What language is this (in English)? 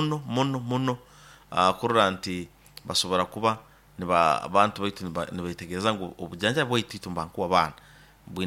Nyoro